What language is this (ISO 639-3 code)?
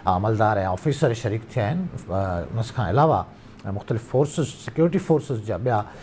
snd